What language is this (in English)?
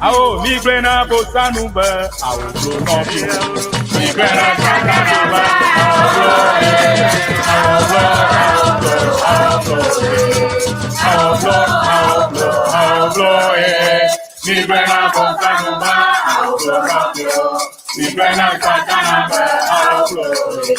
Ewe